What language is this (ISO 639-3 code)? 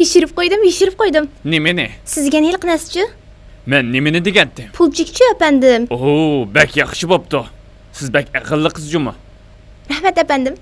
uig